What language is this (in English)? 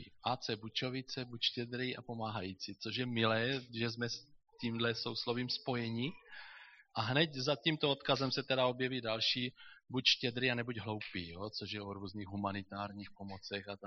Czech